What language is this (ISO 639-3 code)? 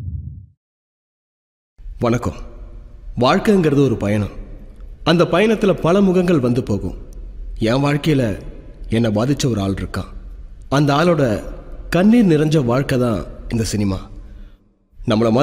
tam